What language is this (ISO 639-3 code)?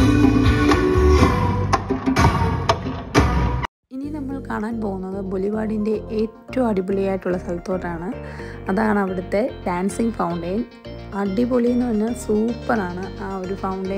mal